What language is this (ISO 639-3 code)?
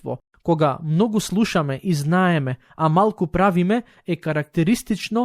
mkd